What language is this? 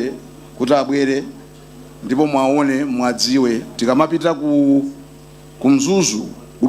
Nyanja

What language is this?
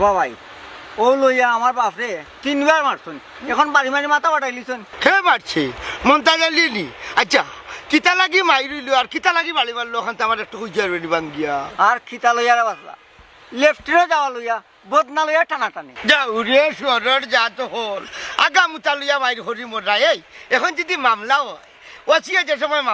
Sylheti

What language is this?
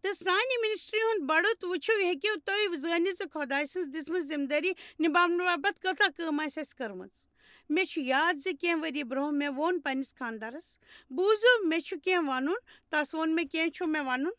Kashmiri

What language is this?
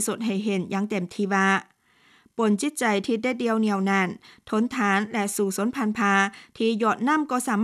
Lao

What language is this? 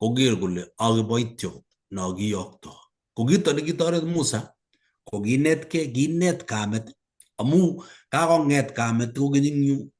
Kalenjin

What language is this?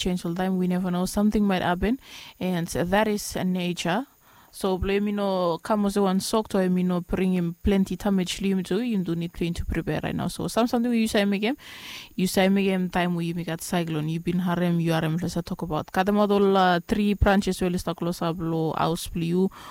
Bislama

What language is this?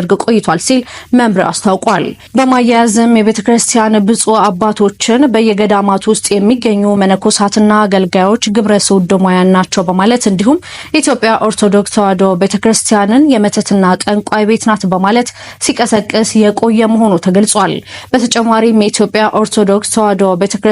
Amharic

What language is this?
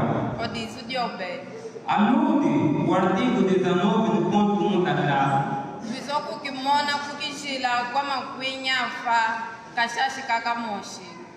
Kimbundu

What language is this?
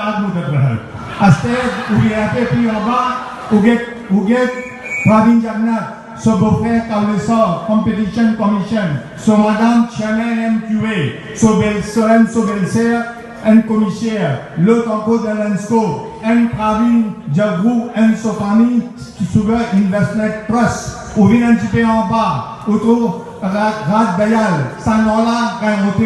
Morisyen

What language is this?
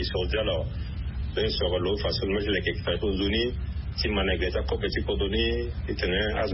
Sango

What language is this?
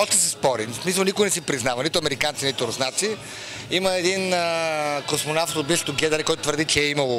Bulgarian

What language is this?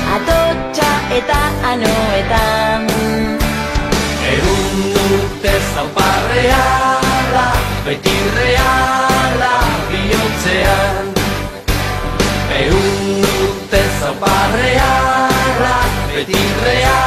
Basque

